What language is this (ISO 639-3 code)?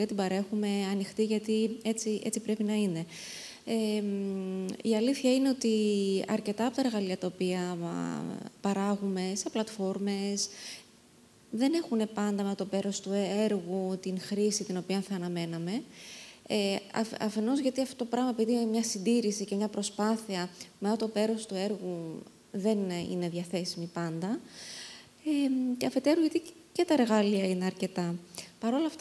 ell